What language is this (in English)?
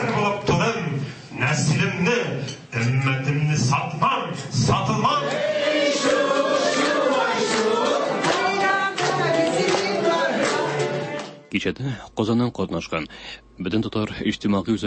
Tatar